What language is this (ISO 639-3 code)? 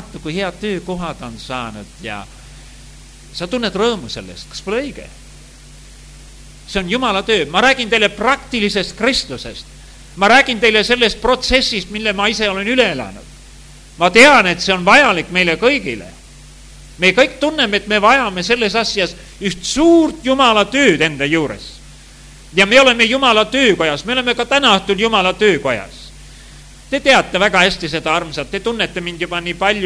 est